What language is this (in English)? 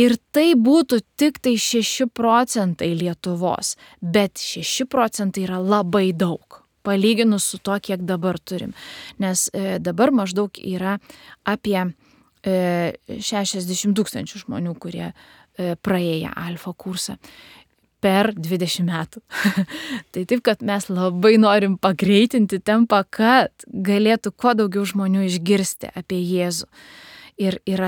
Lithuanian